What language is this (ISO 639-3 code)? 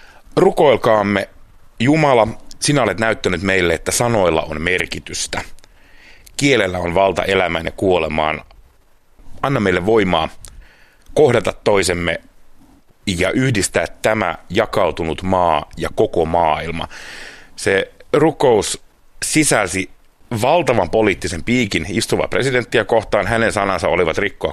fin